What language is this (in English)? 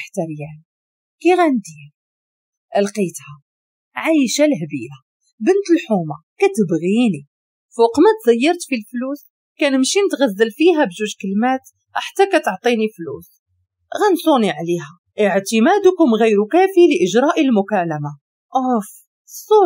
Moroccan Arabic